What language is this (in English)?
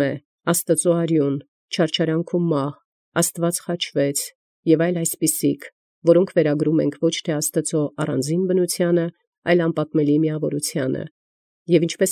Armenian